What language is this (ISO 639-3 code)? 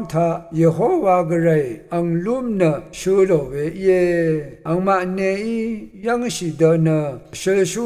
raw